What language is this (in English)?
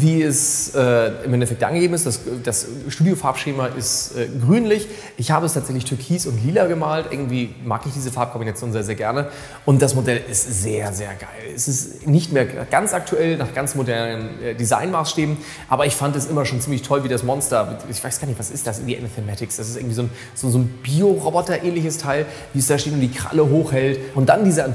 German